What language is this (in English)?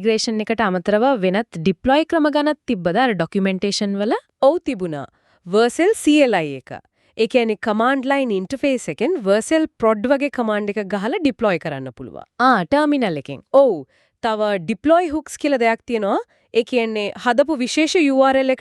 Sinhala